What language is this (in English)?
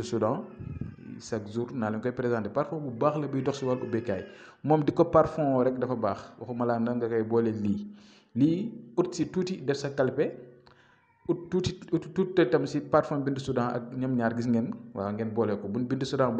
Wolof